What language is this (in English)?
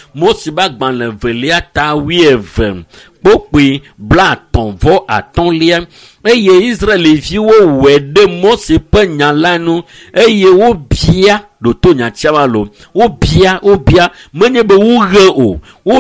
Ewe